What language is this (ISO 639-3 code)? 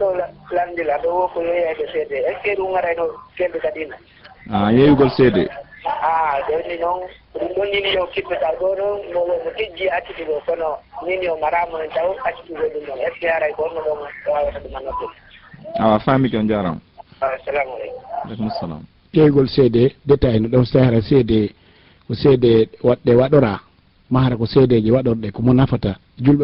ful